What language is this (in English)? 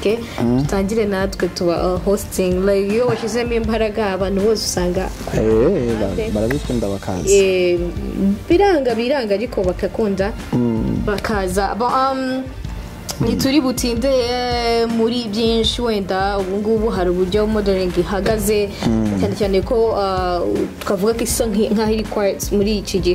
Kinyarwanda